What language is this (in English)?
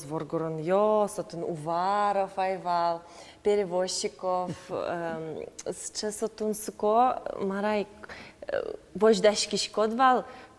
Udmurt